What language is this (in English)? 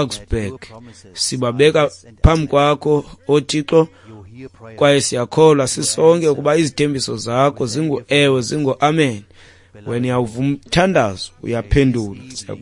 Xhosa